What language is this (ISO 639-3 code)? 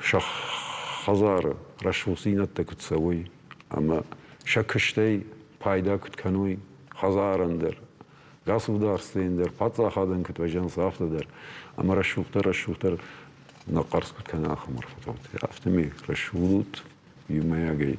oss